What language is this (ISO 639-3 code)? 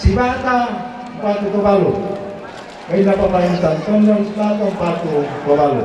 sda